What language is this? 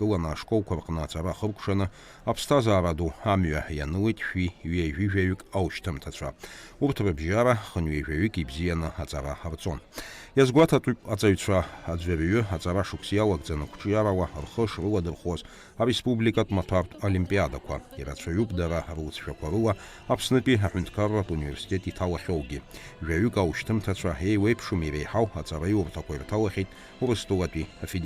Abkhazian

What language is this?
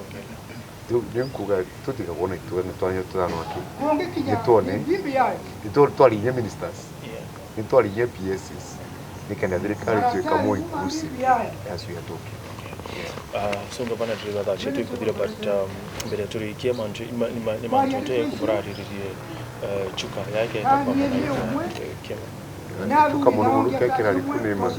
Meru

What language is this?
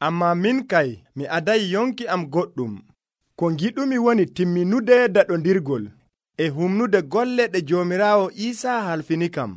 Nigerian Fulfulde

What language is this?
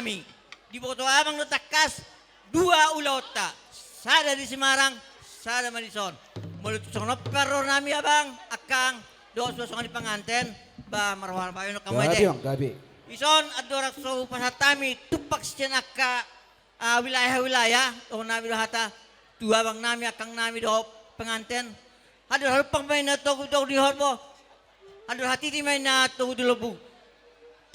Batak Toba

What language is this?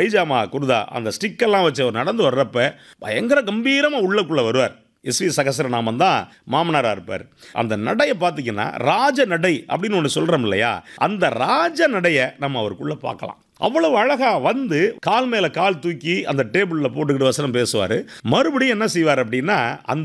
Tamil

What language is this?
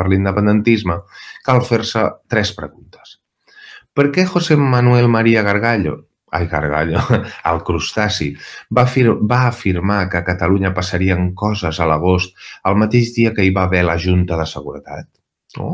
Catalan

